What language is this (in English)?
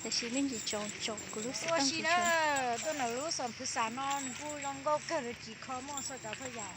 Hmong